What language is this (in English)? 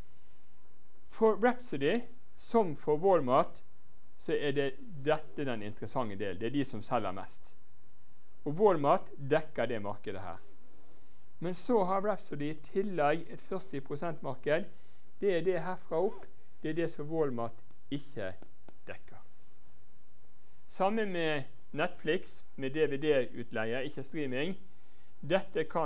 Norwegian